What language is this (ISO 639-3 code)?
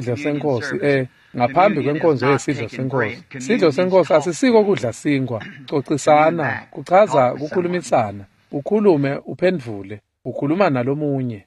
ssw